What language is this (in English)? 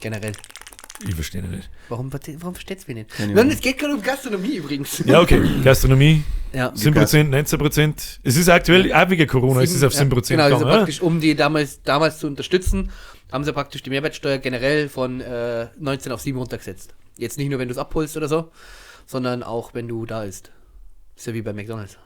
Bavarian